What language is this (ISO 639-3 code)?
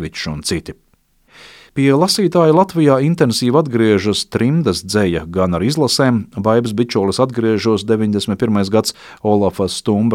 lav